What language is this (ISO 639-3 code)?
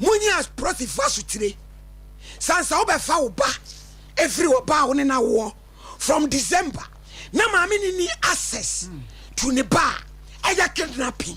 aka